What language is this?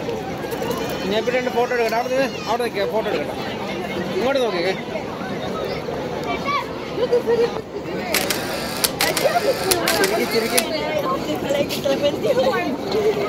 Malayalam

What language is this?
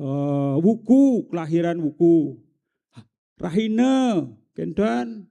Balinese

